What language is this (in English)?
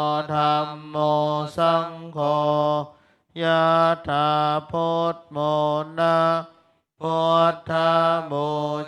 Pali